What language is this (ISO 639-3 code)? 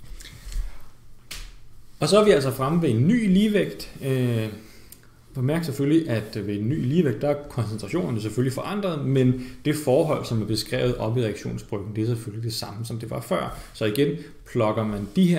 dan